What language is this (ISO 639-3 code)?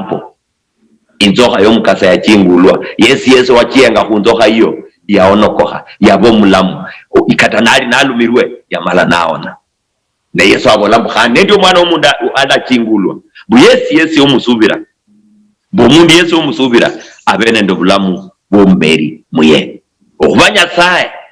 luy